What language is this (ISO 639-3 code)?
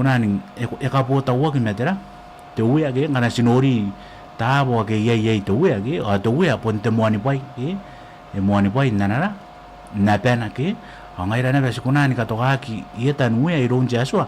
gil